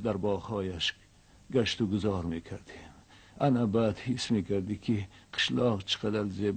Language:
Tajik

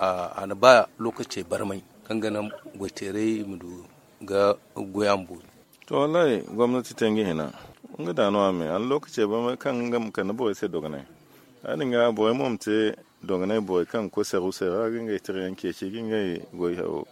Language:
Zarma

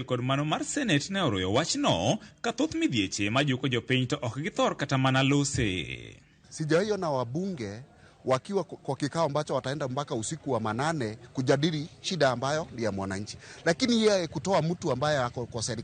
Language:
Luo (Kenya and Tanzania)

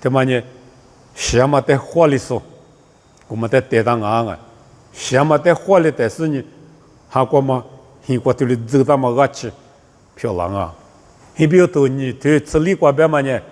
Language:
Lisu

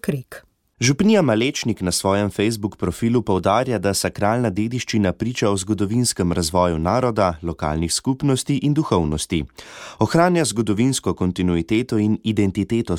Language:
Slovenian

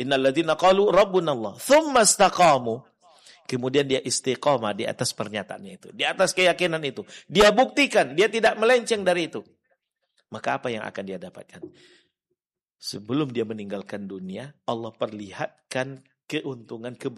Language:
Indonesian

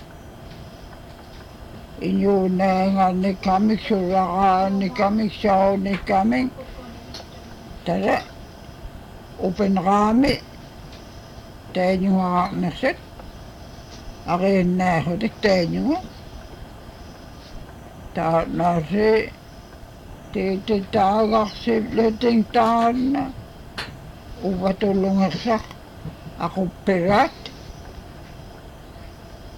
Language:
Inupiaq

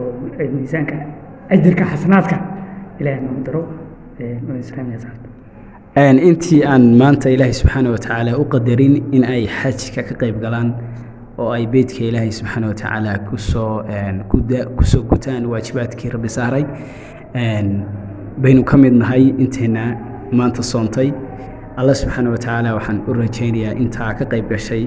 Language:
Somali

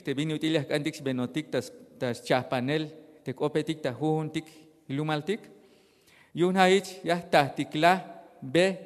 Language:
Tzeltal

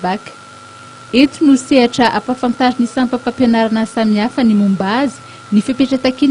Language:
Malagasy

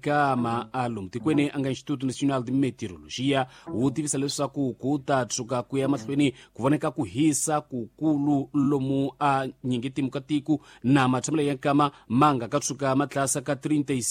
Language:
Tsonga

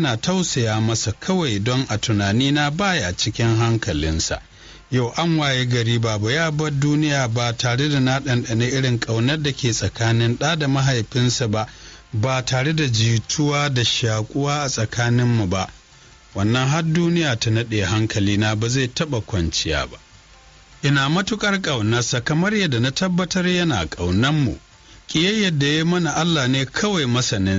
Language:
Hausa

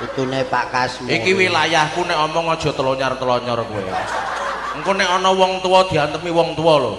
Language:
Javanese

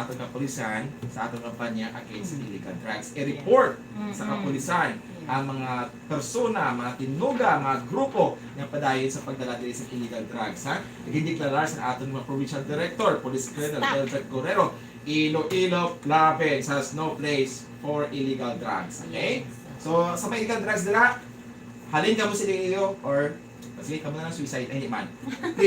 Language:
Hiligaynon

